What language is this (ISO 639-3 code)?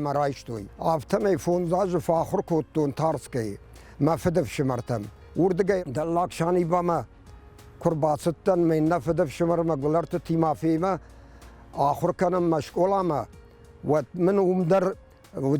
oss